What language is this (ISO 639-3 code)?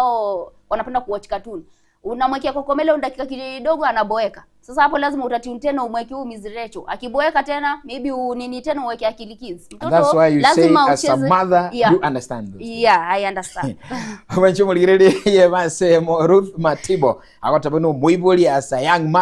guz